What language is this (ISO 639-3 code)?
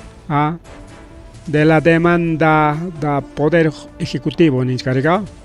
quy